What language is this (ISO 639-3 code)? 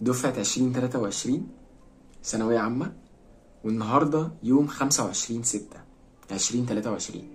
arz